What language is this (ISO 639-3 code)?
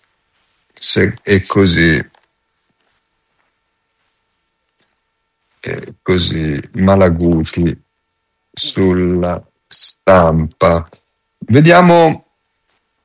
ita